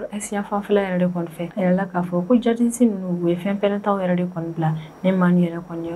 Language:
Bambara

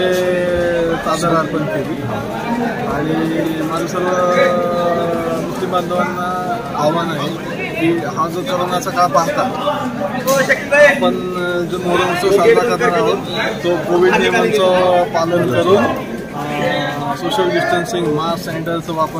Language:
Marathi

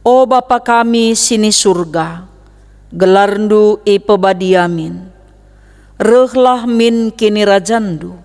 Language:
Batak Karo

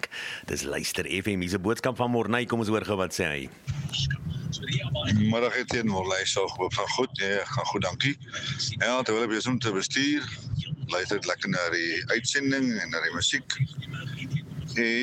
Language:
Afrikaans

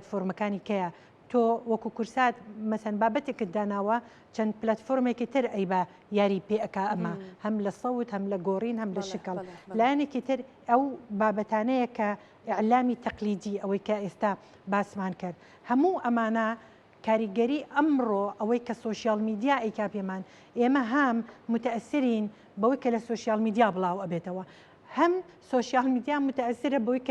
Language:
Central Kurdish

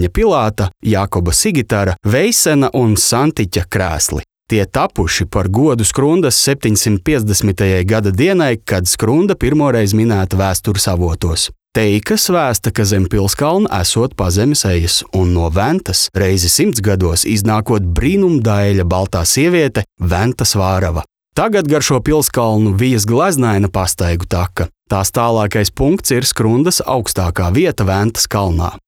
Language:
Latvian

